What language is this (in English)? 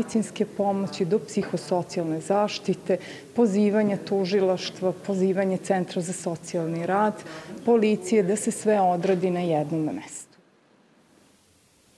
Serbian